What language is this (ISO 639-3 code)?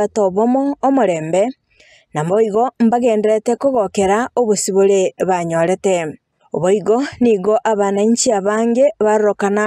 guz